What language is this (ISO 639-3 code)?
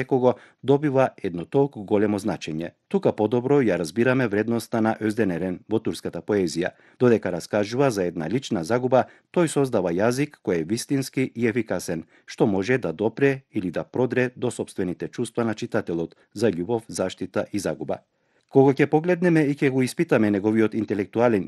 mkd